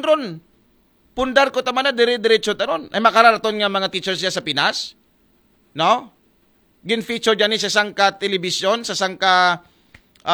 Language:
Aklanon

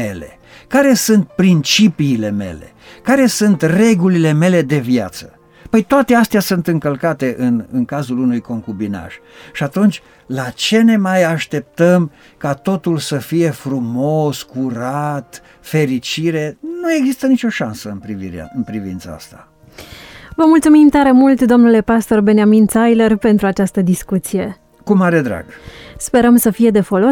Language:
Romanian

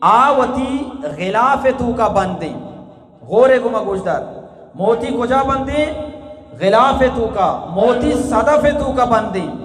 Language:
Eastern Balochi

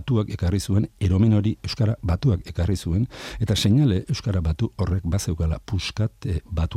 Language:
Basque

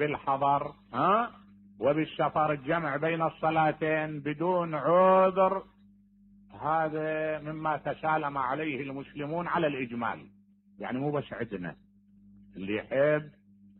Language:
Mesopotamian Arabic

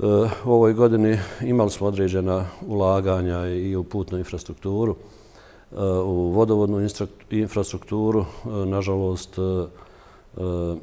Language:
Bosnian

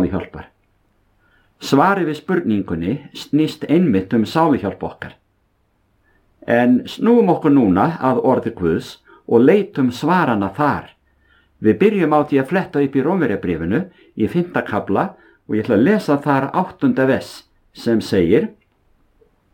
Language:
Icelandic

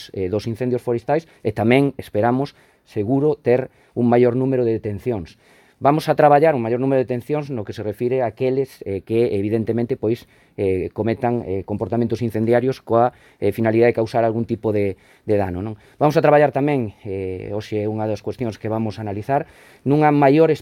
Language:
Galician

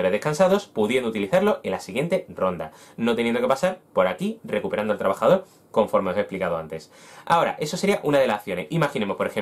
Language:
Spanish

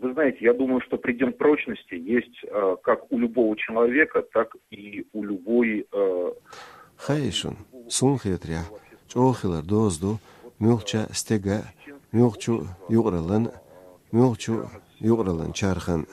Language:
Chechen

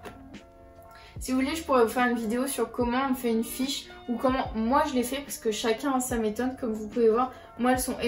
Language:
French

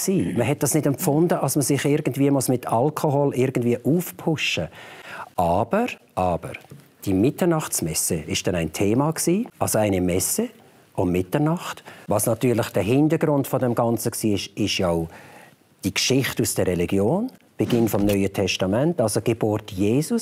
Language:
Swiss German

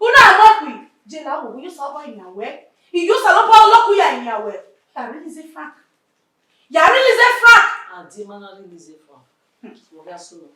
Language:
Bini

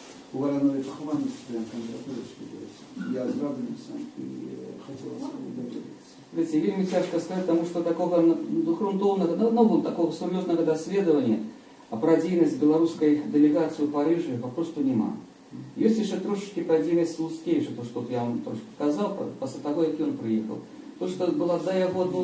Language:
Belarusian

